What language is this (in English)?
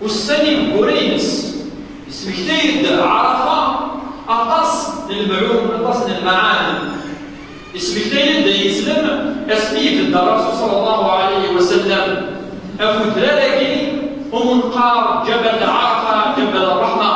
Kabyle